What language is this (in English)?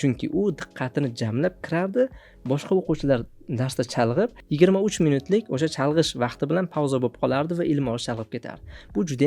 Uzbek